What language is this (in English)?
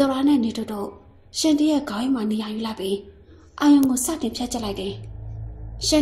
Burmese